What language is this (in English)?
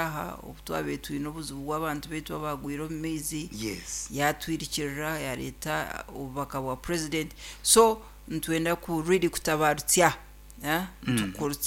Nyankole